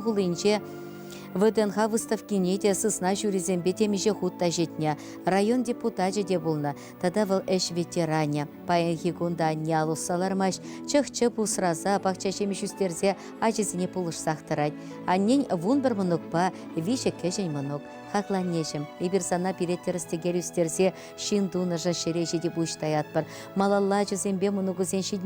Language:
Chuvash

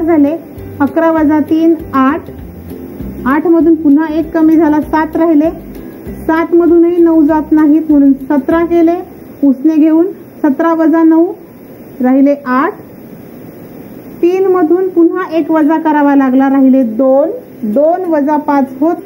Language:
Marathi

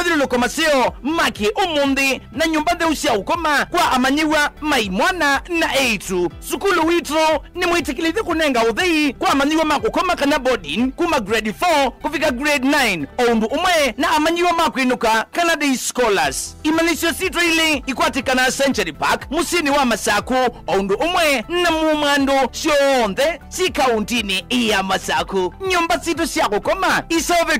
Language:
Kamba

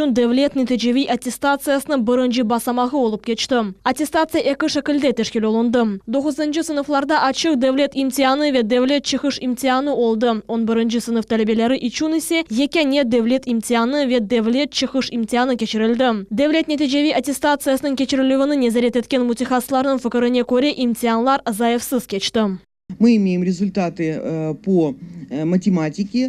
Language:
Crimean Tatar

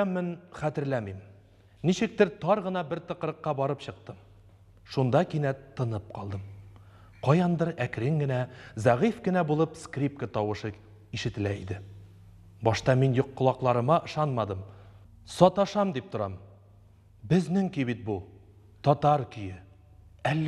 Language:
Tatar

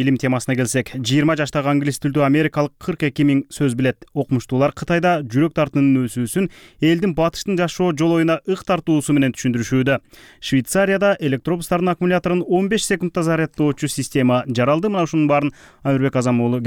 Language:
Kyrgyz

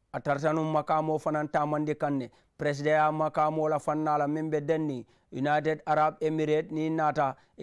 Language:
Mandingo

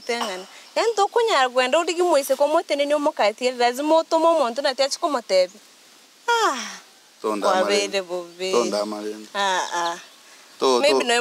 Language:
Gusii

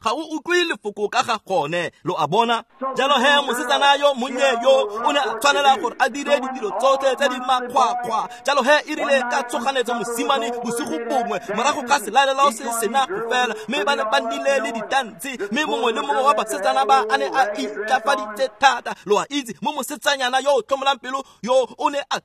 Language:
Tswana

